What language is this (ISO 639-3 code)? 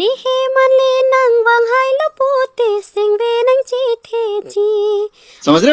mjw